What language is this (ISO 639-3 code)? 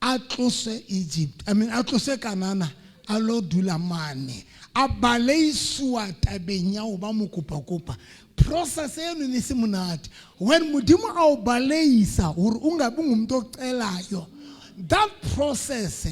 sot